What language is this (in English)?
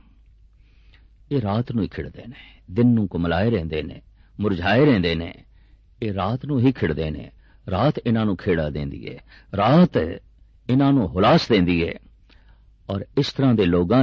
Punjabi